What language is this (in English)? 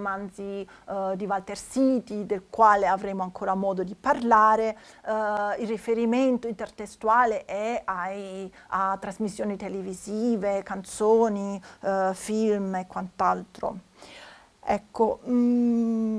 Italian